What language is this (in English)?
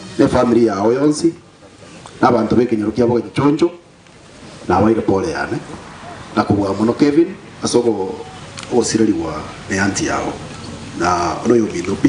Gusii